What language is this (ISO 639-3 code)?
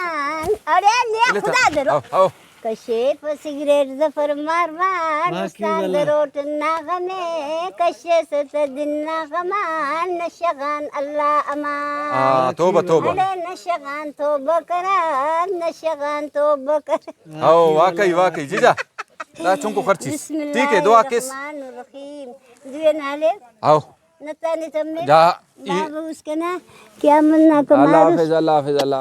brh